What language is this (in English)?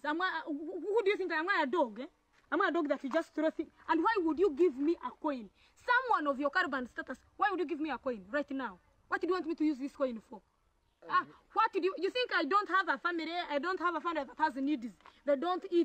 Nigerian Pidgin